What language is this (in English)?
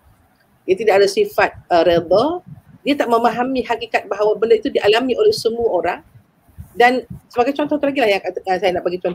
Malay